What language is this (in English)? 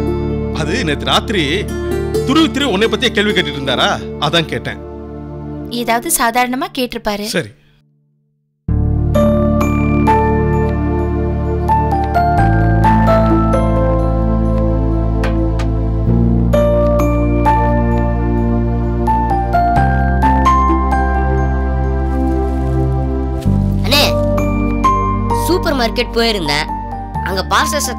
Tamil